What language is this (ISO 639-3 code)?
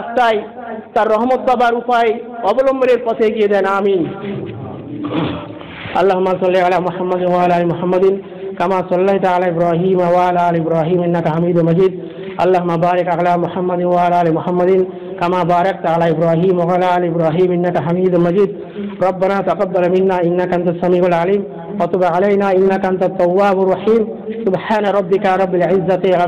ben